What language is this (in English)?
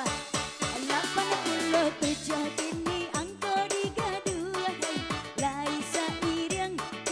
Minangkabau